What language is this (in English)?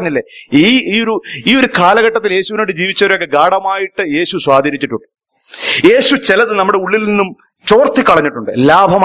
Malayalam